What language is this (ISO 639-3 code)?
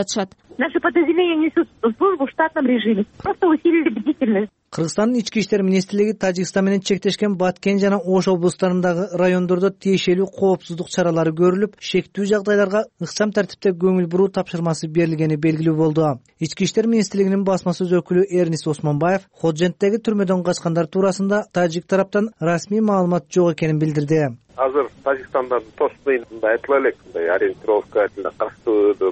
kir